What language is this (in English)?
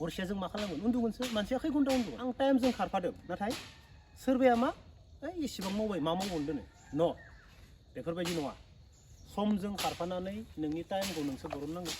Bodo